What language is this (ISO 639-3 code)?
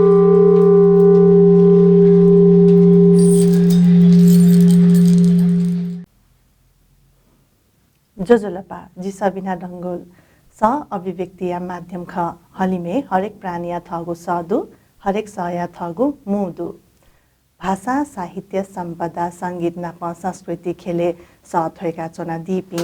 new